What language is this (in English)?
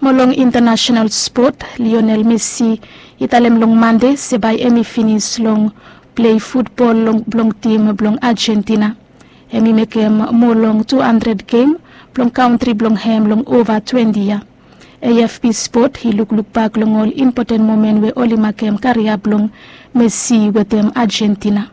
Bislama